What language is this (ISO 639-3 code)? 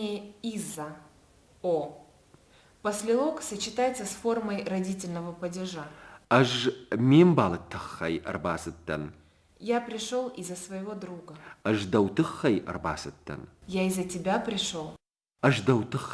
oss